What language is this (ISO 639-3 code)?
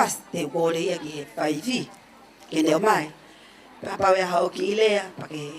ton